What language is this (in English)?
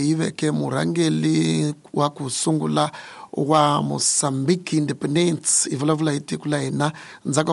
Tsonga